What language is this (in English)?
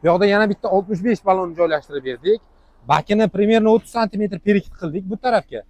Uzbek